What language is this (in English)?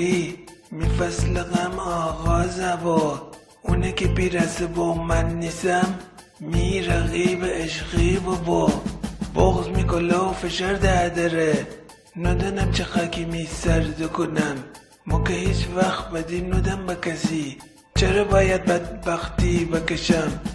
Gilaki